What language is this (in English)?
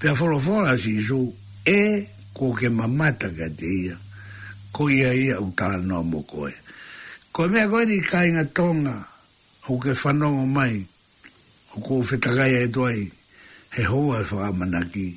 Tongan